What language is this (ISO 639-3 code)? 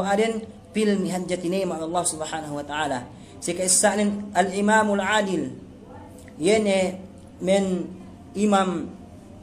yka